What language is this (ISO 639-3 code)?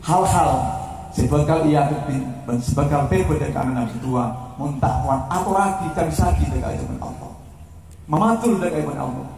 mad